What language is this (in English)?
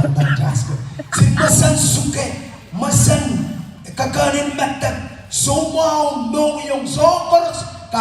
Pohnpeian